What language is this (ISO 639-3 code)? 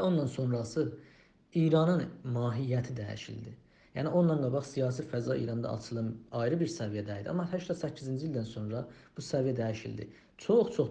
azb